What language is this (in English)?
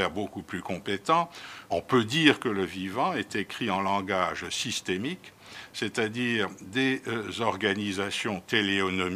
French